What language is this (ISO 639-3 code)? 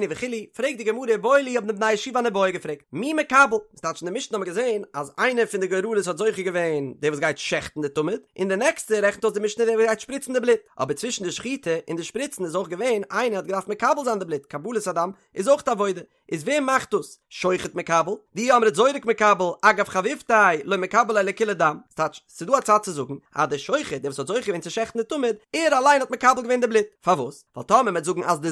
yid